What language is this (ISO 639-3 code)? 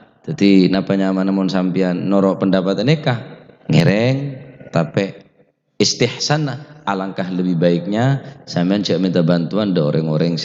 mad